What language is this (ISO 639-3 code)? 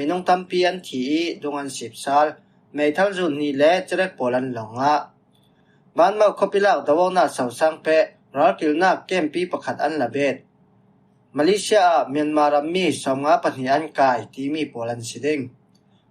cfm